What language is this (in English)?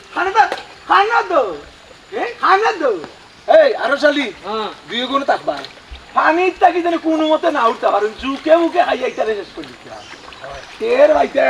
Sylheti